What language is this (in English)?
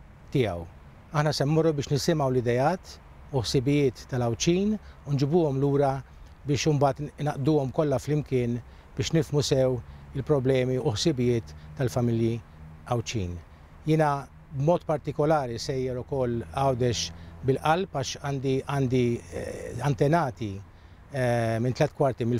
Maltese